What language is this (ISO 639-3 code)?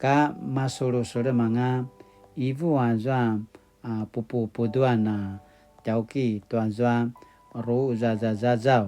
pwn